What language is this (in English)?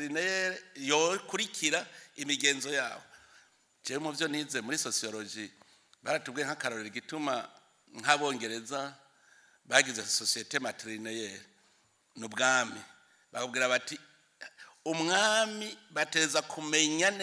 Rundi